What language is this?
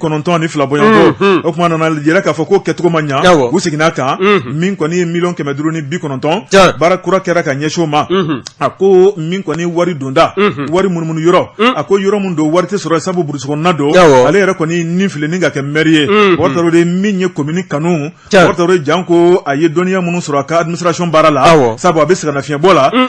Bambara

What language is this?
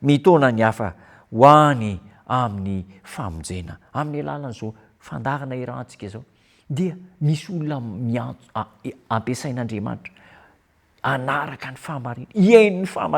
Malagasy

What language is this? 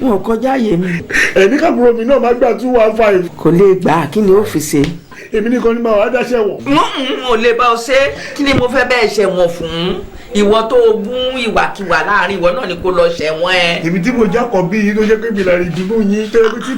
Yoruba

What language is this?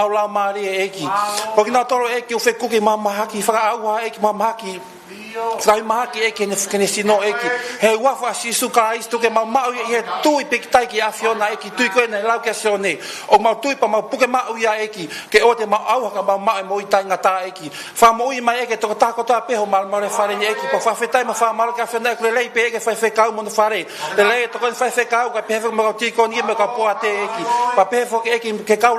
Tongan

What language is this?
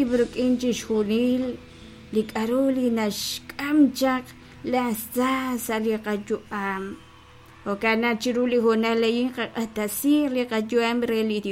Kekchí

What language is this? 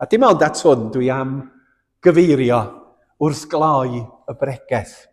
Welsh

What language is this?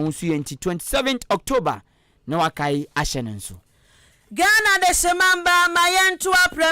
Akan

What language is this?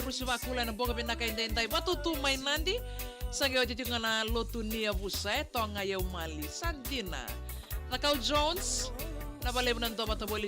Fijian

